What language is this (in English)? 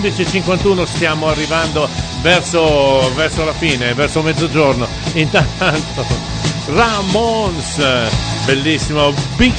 Italian